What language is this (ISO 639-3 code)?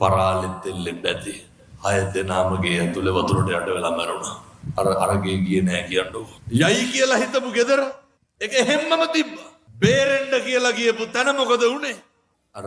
sin